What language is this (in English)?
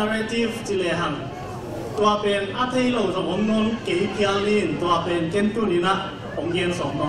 Tedim Chin